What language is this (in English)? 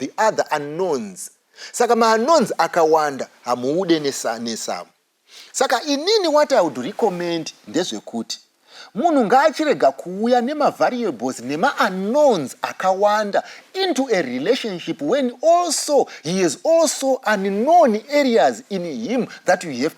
Shona